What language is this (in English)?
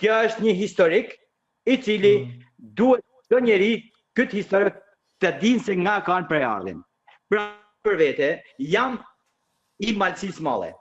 Albanian